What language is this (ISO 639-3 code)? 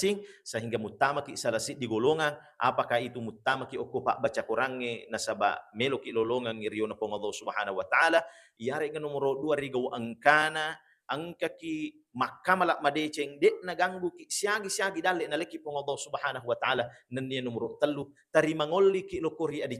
bug